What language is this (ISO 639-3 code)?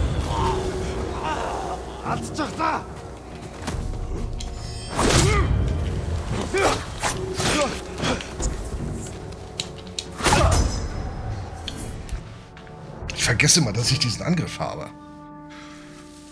deu